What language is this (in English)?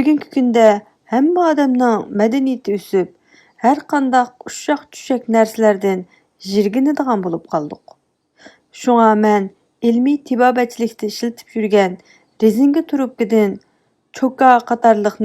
Uyghur